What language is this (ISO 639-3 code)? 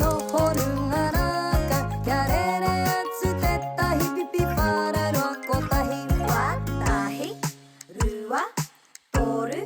mri